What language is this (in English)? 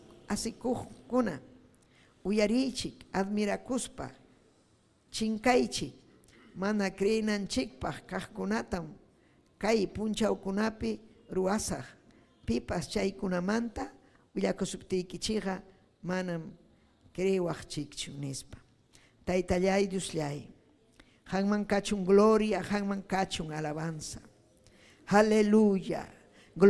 Ayacucho Quechua